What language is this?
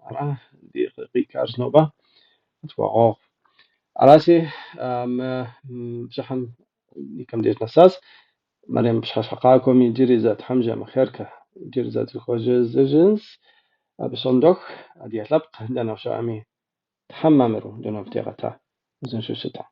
Kabardian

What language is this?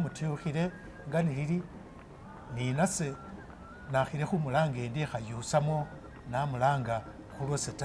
Masaaba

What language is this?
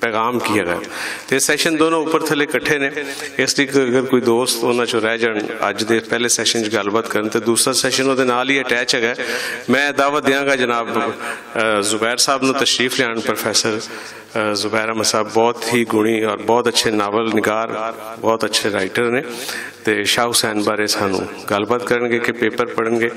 Western Panjabi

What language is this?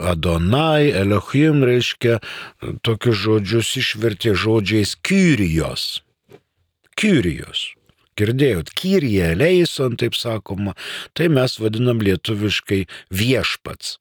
Lithuanian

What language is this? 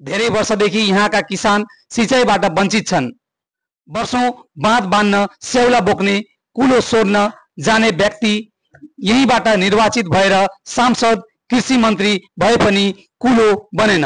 Nepali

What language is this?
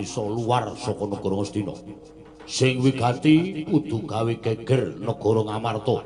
Javanese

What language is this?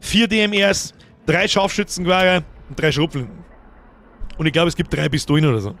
Bavarian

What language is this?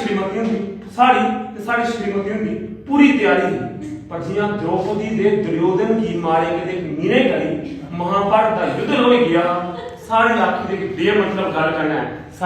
Dogri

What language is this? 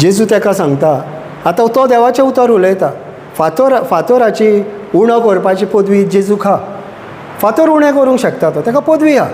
Konkani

